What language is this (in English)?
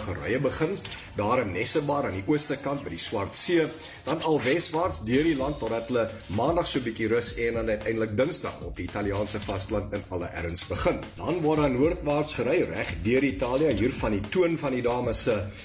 Afrikaans